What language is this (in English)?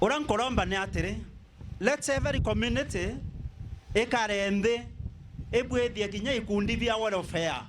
Meru